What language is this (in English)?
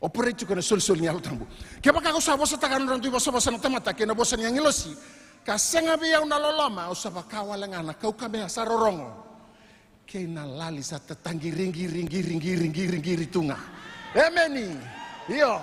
Fijian